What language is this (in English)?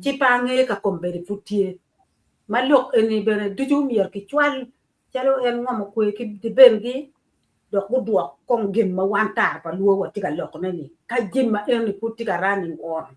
Acoli